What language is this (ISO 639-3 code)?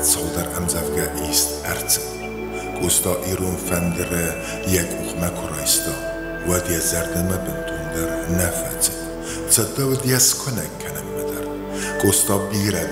oss